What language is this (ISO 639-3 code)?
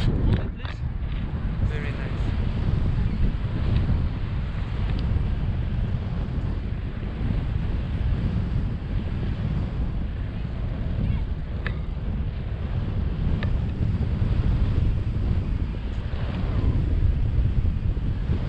eng